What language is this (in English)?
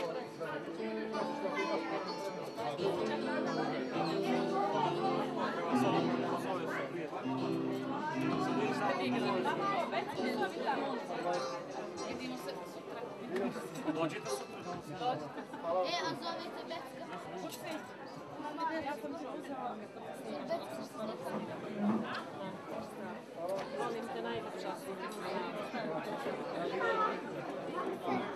Croatian